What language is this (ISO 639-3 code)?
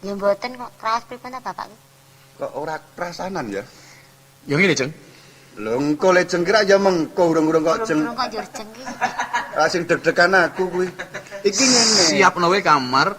jav